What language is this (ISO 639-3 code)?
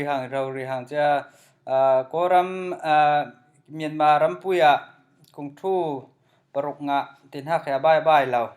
cfm